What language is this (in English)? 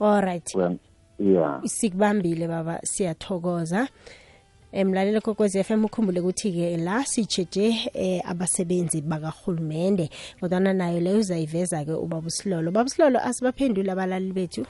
South Ndebele